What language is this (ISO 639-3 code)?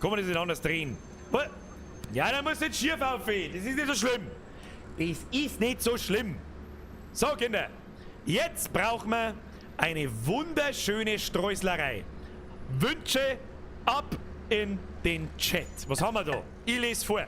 bar